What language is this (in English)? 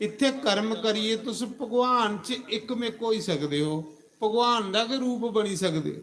Dogri